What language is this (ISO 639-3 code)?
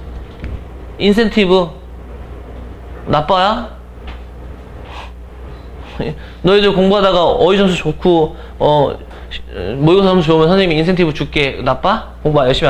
kor